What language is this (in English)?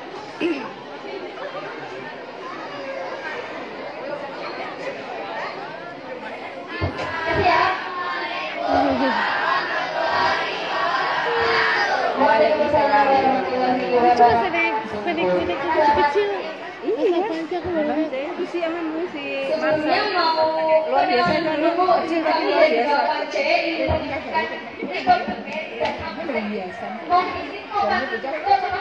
Indonesian